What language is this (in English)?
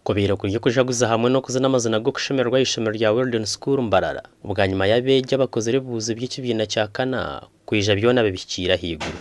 Nyankole